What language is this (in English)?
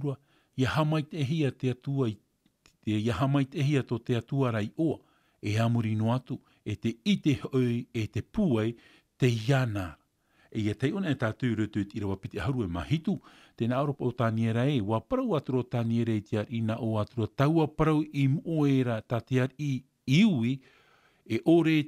Tahitian